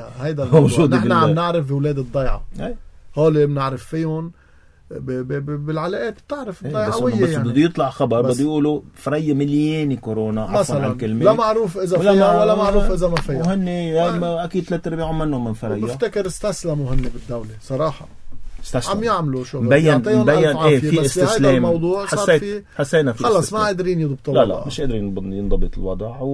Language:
North Levantine Arabic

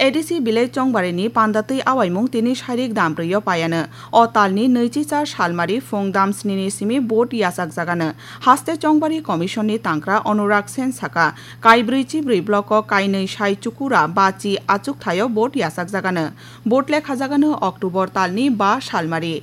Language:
Kok Borok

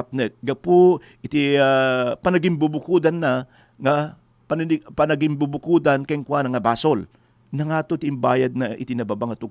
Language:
Iloko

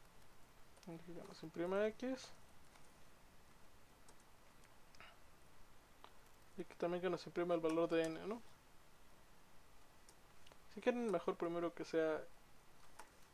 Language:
Spanish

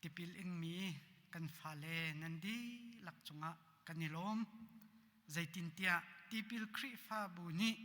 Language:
Hakha Chin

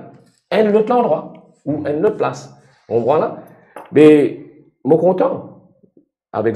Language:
Morisyen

